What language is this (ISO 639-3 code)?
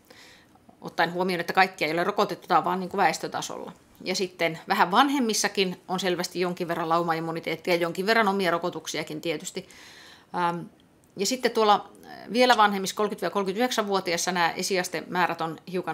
fin